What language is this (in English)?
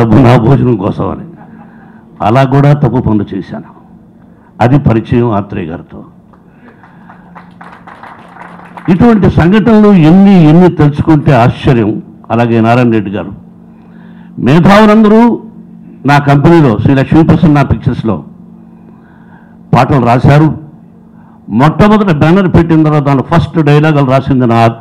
Telugu